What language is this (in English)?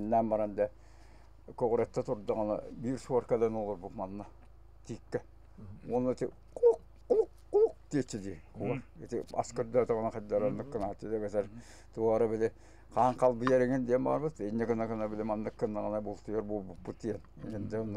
Yakut